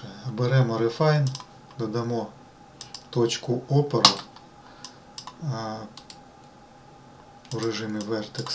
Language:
Ukrainian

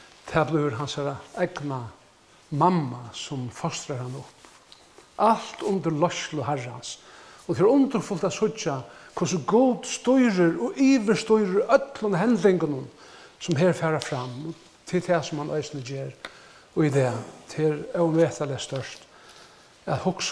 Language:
Faroese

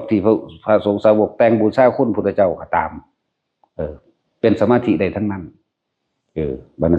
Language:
Northeastern Thai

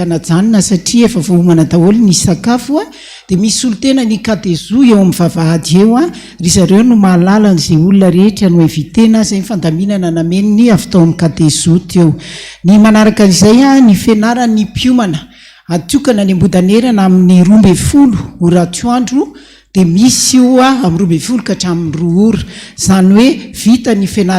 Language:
Malagasy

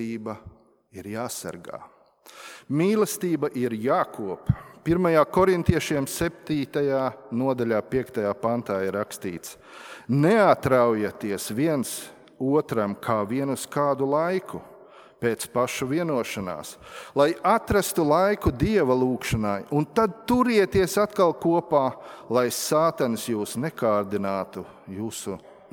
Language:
Latvian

